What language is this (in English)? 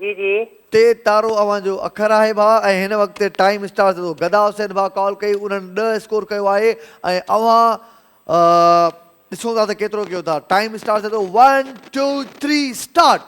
Sindhi